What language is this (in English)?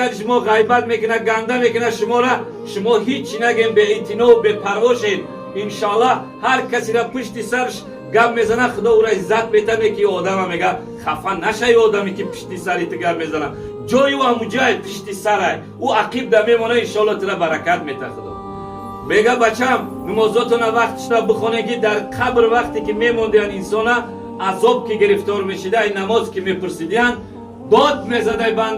Tajik